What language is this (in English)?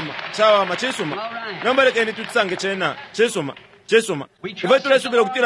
Bemba